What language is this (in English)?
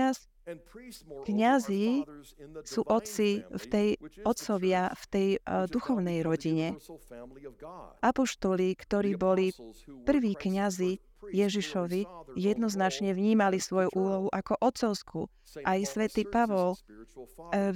Slovak